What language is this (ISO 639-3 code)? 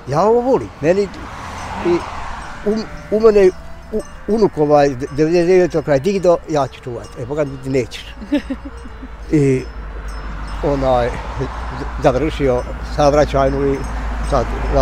bos